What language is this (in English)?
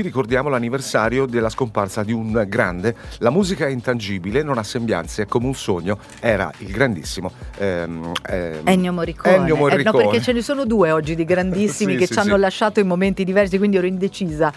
Italian